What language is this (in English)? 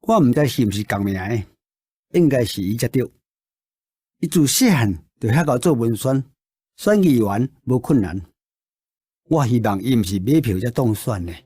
Min Nan Chinese